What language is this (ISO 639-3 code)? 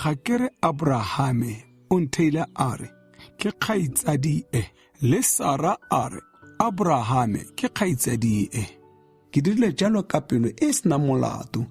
tsn